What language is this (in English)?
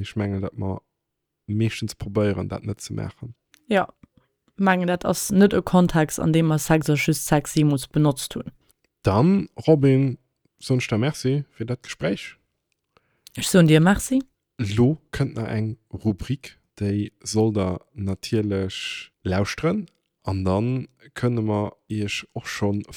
Luxembourgish